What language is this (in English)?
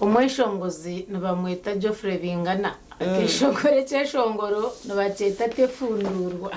Nyankole